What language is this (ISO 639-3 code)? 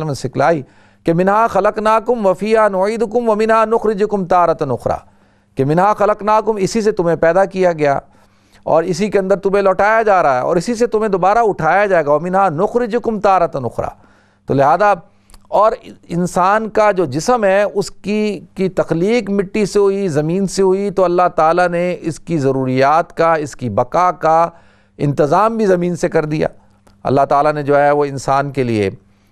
urd